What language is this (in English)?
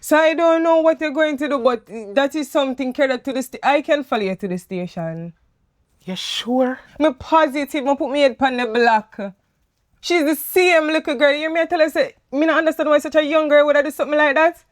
Jamaican Creole English